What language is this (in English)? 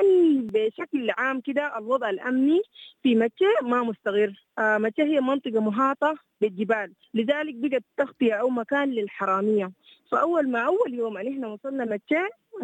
Sudanese Arabic